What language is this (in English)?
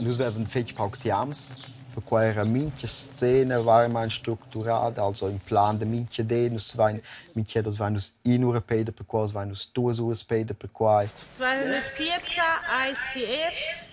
Romansh